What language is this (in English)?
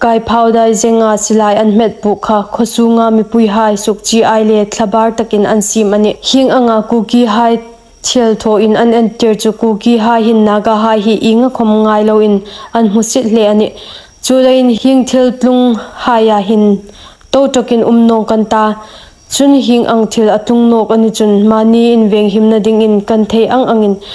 Hmar